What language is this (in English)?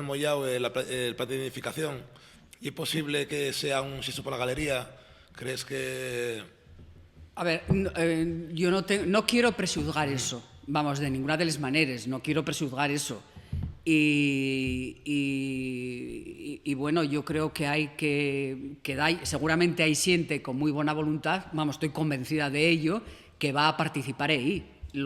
Asturian